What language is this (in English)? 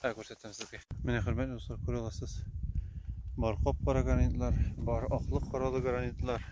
Tatar